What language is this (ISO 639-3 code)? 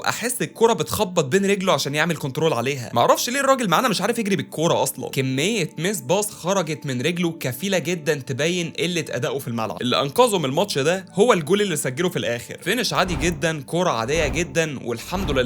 arz